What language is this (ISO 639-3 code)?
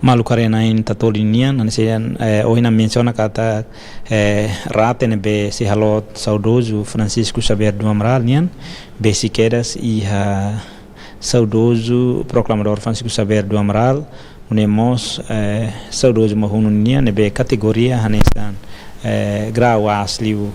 tet